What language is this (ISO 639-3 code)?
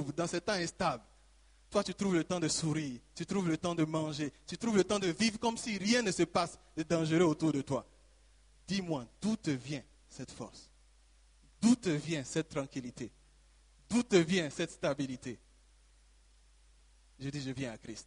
fra